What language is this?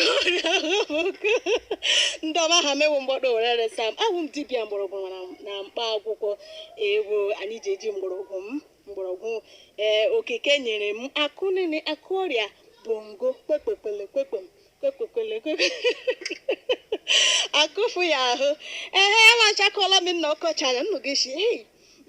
Igbo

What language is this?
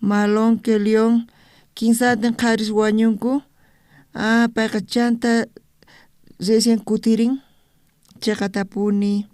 South Bolivian Quechua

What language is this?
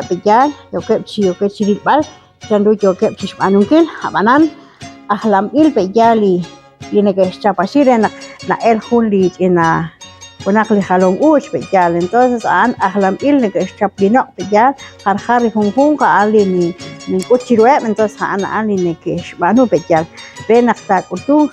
Kekchí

